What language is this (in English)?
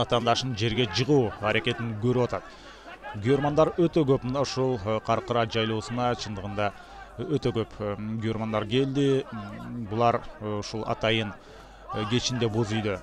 Kyrgyz